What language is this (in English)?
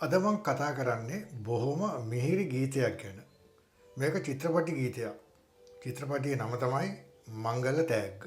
Sinhala